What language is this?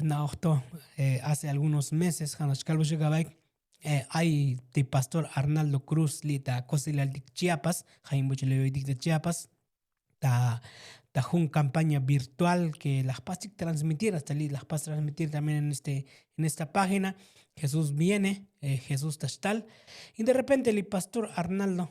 Tzotzil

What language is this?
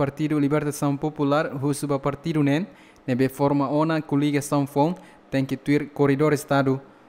Tetum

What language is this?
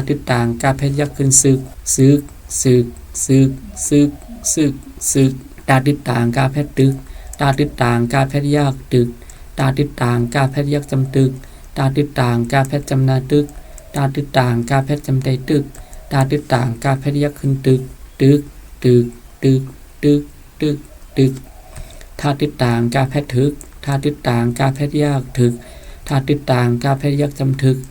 Shan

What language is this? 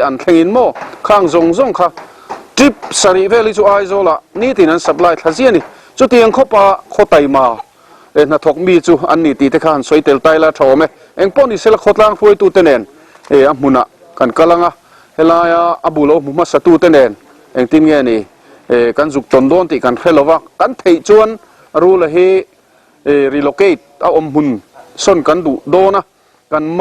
Mizo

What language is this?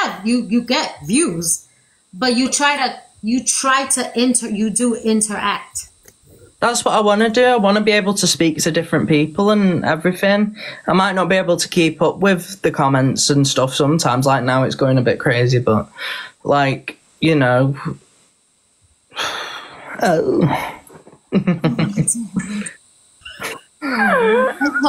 English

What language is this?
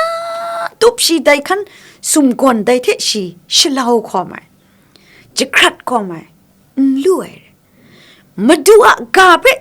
Kachin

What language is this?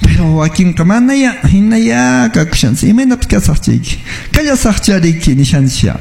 Quechua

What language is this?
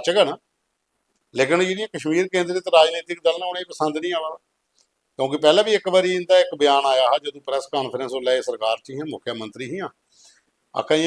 Dogri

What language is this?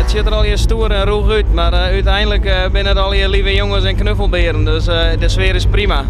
Western Frisian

